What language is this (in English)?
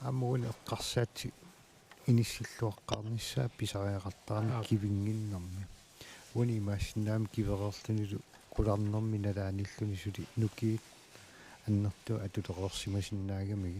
Kalaallisut